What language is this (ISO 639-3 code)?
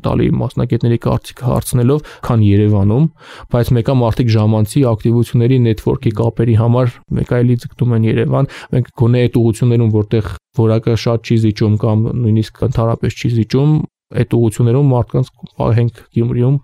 hye